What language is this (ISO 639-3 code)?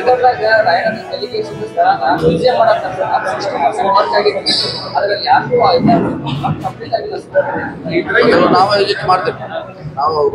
kan